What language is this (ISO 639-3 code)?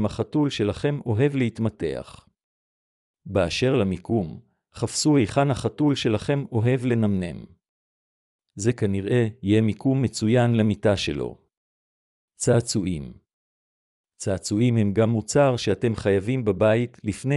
heb